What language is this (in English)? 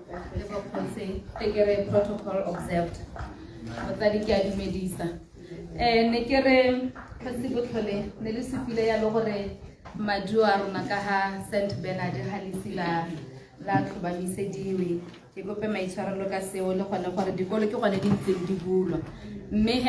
Tswana